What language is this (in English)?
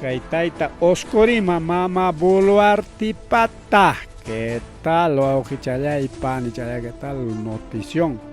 Ayacucho Quechua